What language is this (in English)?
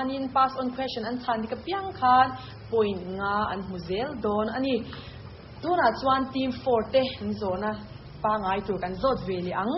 Mizo